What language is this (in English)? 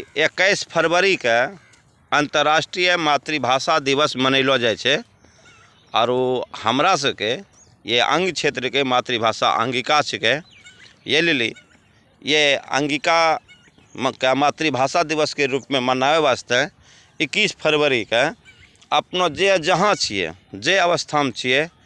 Angika